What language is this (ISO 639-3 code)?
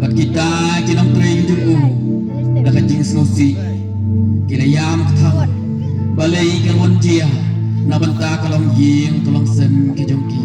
kha